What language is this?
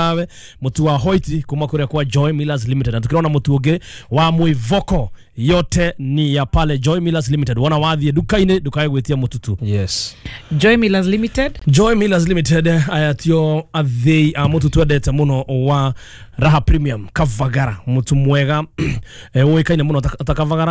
Kikuyu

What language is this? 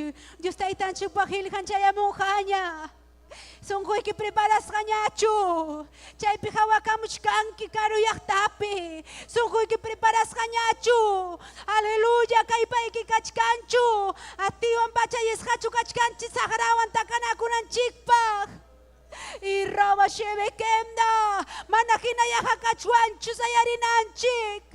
Ayacucho Quechua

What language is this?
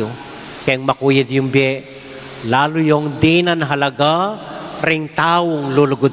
Pampanga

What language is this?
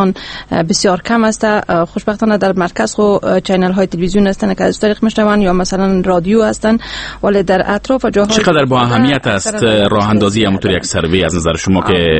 Persian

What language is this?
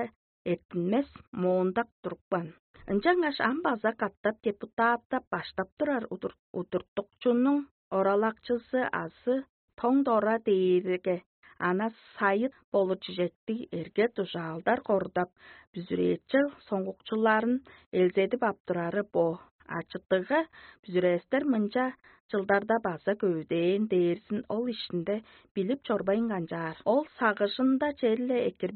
Tuvinian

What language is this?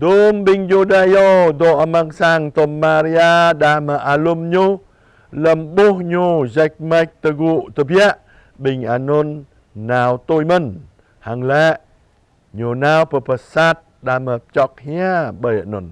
Jarai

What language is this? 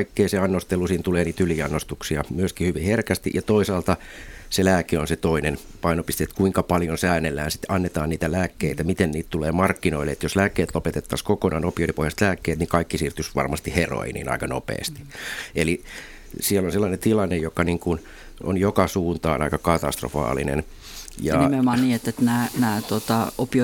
Finnish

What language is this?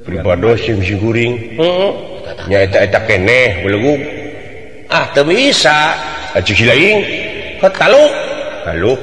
Sundanese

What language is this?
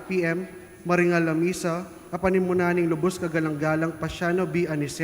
Pampanga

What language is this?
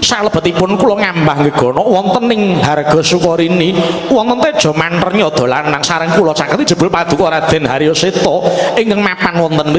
Javanese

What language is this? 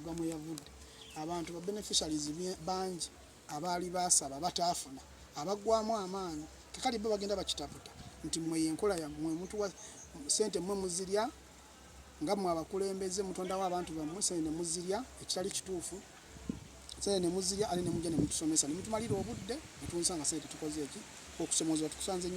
Ganda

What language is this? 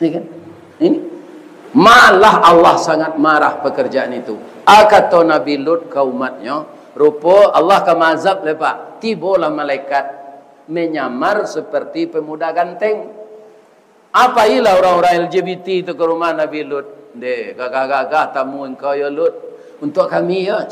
Minangkabau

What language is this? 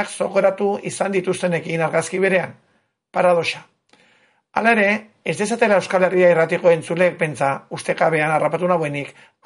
Basque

